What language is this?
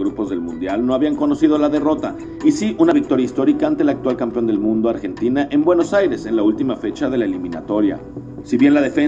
Spanish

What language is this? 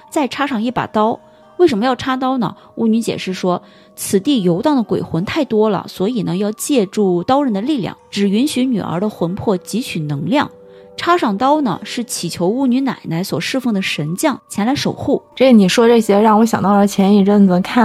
Chinese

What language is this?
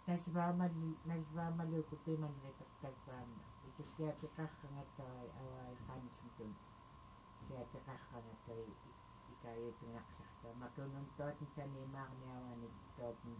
Central Yupik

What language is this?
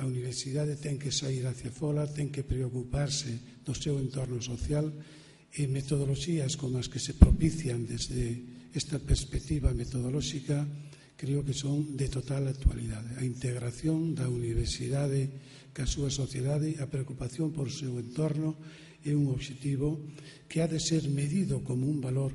Galician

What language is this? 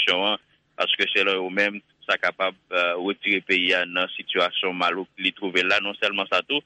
Haitian Creole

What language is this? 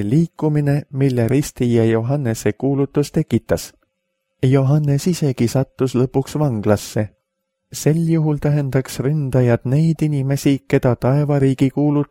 Estonian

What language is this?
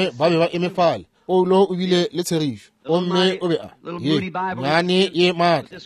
Northern Sotho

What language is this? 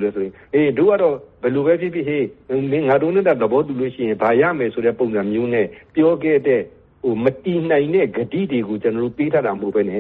Burmese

